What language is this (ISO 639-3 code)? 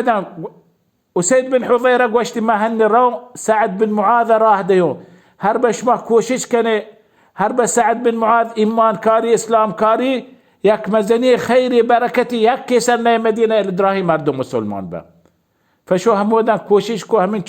bal